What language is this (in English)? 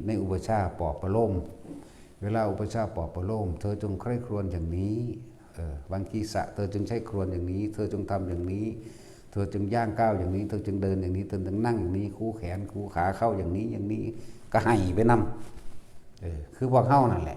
Northeastern Thai